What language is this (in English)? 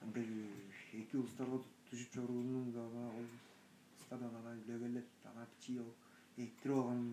Tuvinian